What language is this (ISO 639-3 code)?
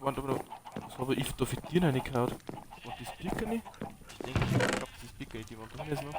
bar